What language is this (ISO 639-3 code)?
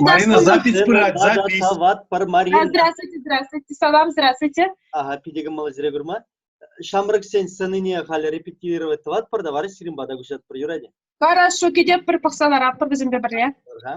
chv